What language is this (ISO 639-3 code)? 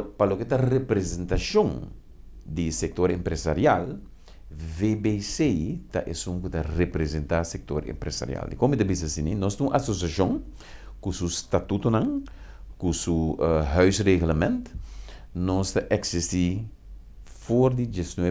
pap